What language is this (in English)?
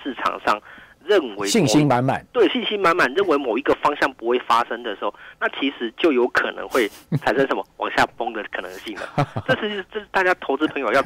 Chinese